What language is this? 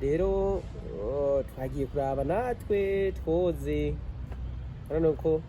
Rundi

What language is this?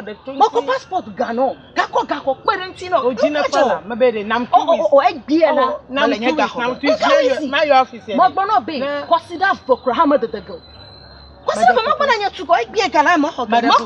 Ewe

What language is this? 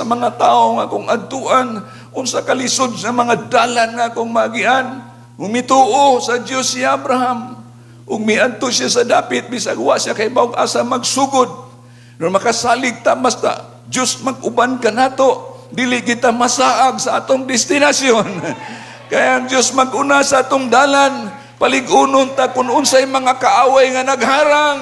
Cebuano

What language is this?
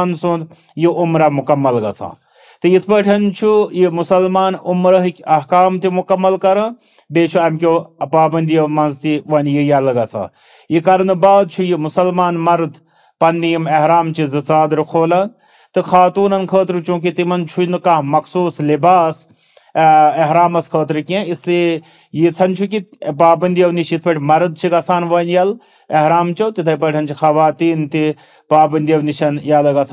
Kashmiri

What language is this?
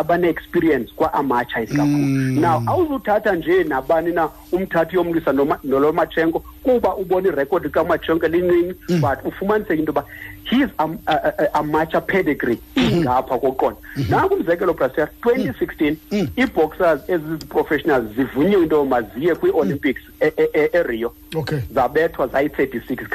Xhosa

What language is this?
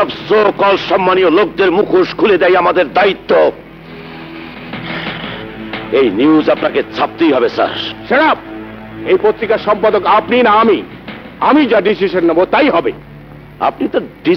Bangla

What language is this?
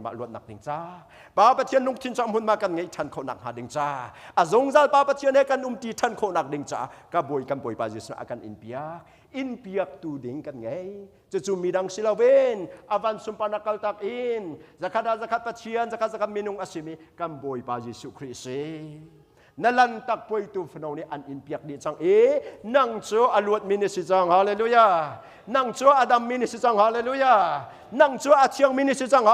Hakha Chin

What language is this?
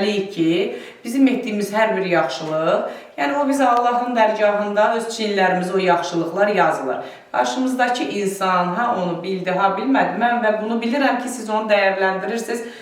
Azerbaijani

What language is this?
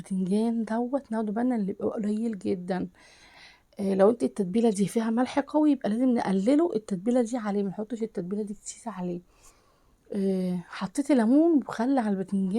Egyptian Arabic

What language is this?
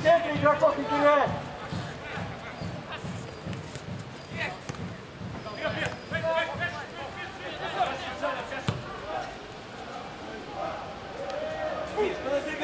Russian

